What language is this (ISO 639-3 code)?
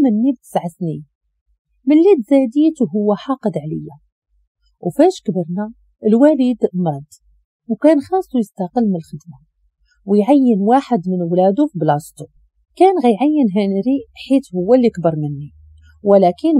ary